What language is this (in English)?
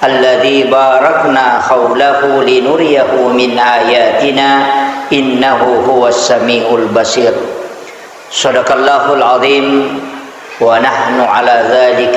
Buginese